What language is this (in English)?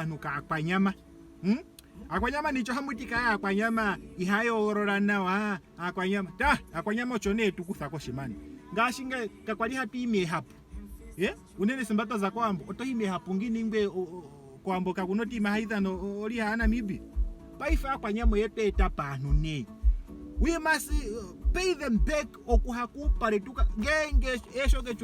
Ndonga